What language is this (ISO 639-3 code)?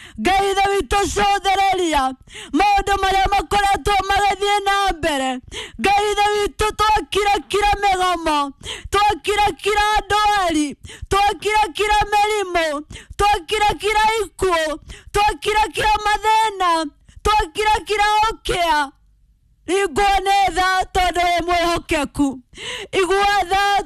kik